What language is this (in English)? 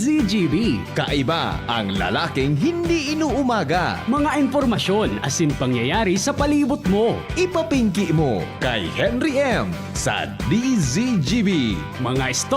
Bikol